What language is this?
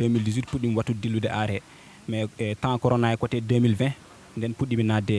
Fula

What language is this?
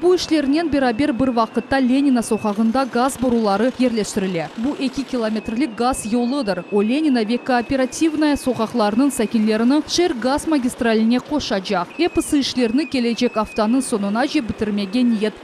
Crimean Tatar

